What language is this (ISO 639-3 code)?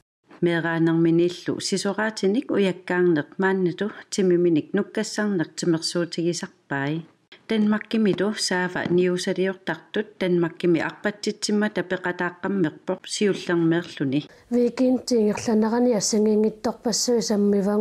kal